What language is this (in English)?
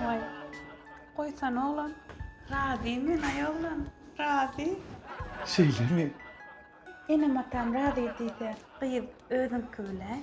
Turkmen